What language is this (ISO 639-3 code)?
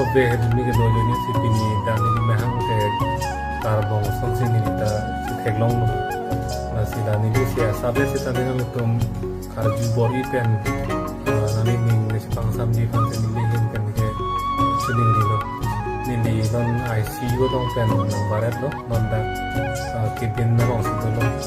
mjw